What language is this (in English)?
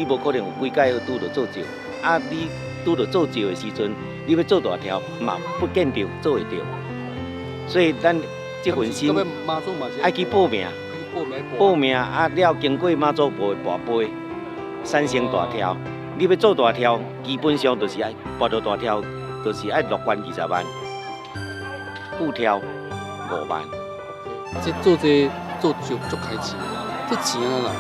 Min Nan Chinese